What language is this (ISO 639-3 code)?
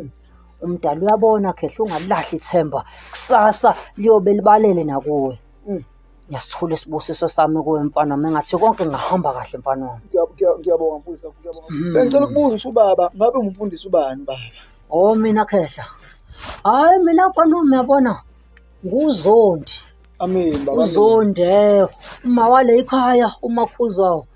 zul